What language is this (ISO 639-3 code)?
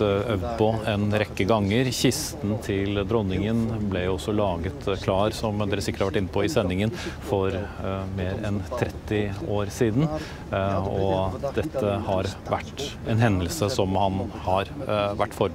nor